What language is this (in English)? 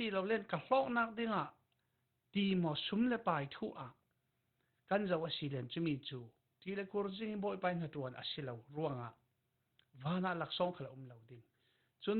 Falam Chin